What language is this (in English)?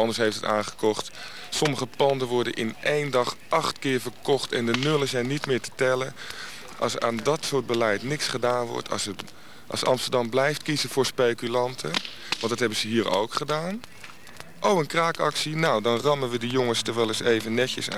Dutch